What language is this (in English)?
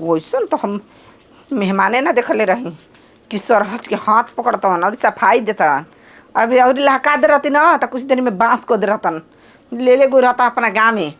Bhojpuri